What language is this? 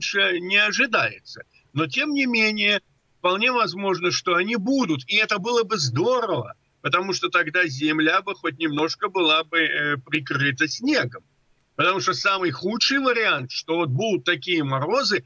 Russian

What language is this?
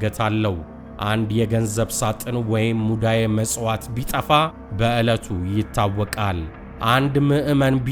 Amharic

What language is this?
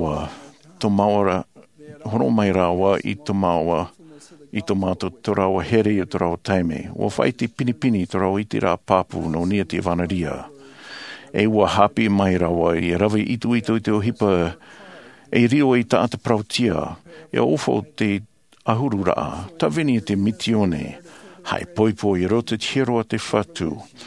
Tahitian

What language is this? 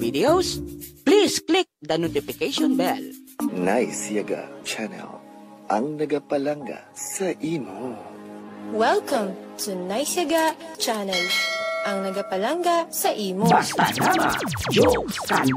Hiligaynon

